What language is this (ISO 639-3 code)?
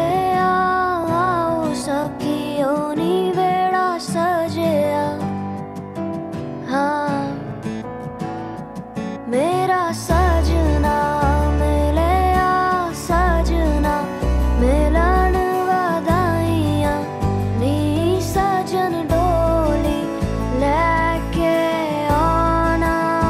pan